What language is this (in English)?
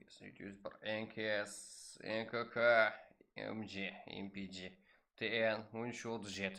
Kara-Kalpak